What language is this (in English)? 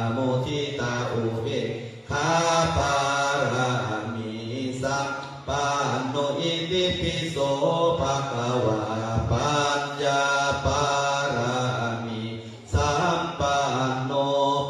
Pali